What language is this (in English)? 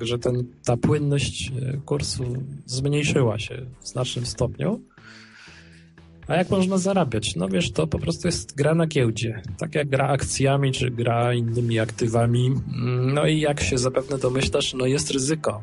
Polish